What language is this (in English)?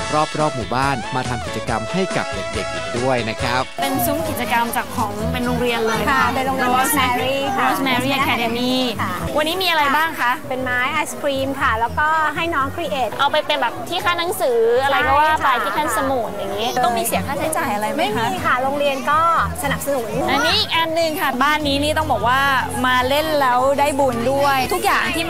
Thai